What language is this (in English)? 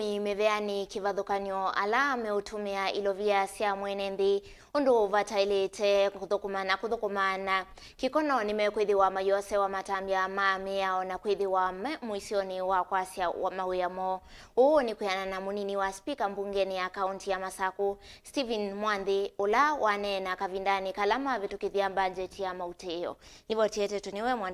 Kamba